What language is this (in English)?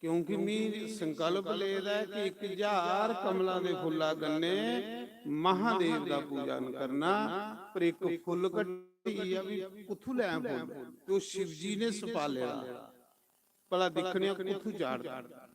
Dogri